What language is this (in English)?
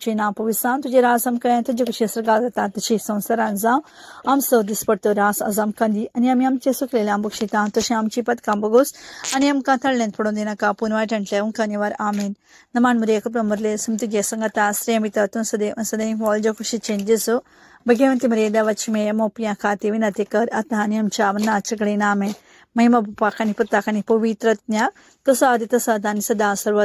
Konkani